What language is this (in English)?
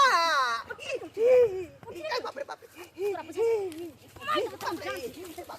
Maithili